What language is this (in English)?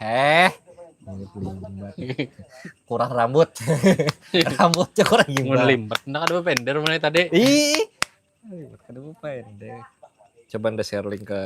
Banjar